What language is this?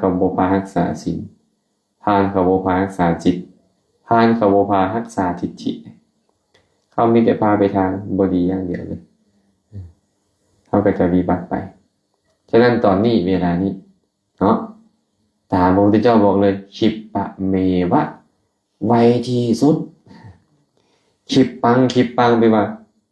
Lao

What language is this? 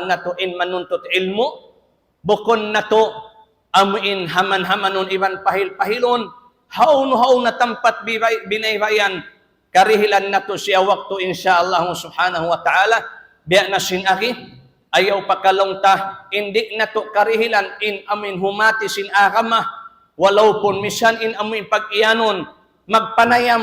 Tausug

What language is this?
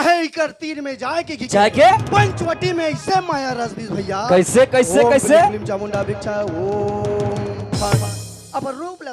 Chhattisgarhi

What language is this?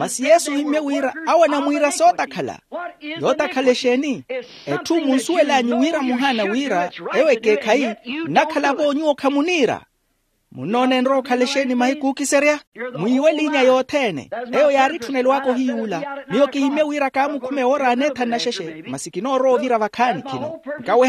Makhuwa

